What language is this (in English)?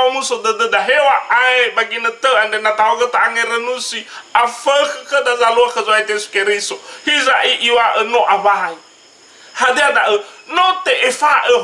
Nias